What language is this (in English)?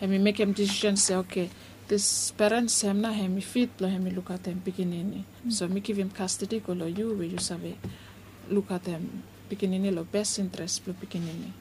Bislama